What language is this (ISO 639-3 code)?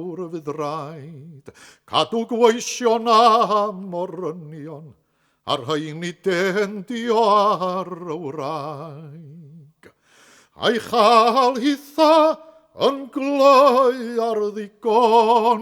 cym